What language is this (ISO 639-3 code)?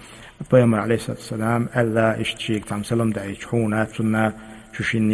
che